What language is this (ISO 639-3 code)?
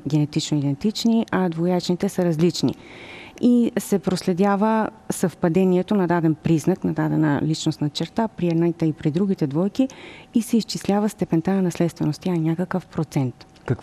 bul